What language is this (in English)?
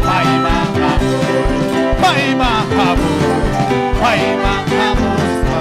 Ayacucho Quechua